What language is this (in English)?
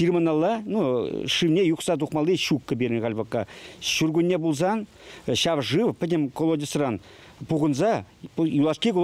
Chuvash